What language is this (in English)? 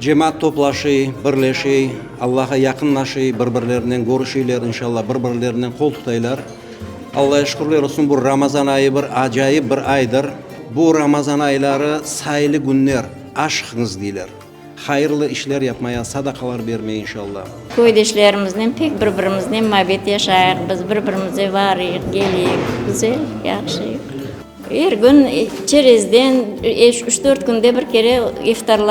Crimean Tatar